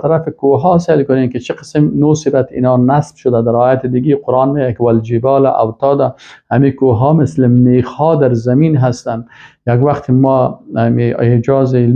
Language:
Persian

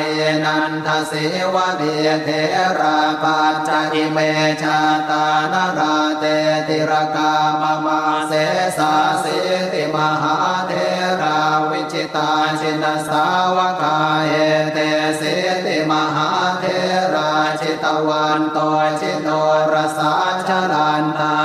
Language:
Pali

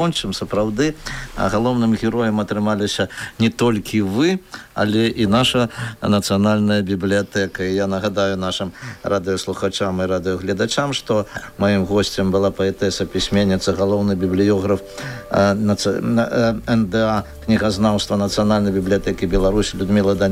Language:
Belarusian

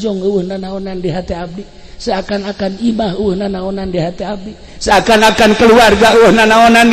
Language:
Sundanese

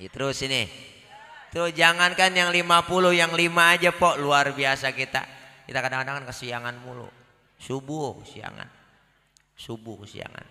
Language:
Betawi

